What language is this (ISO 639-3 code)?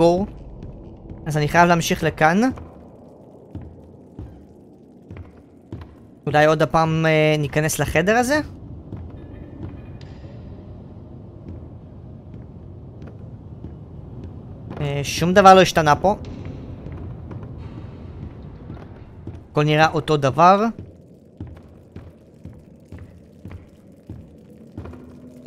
heb